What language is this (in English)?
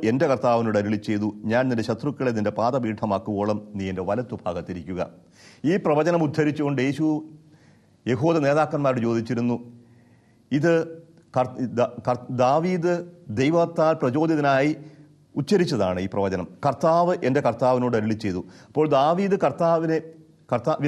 Malayalam